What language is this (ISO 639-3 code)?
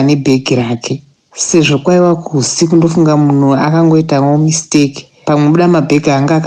sna